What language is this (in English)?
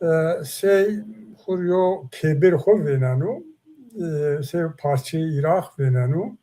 Zaza